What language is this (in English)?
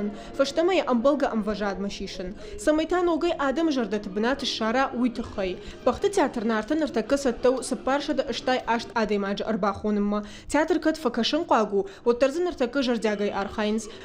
Ossetic